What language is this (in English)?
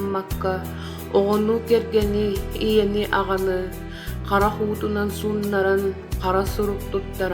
Yakut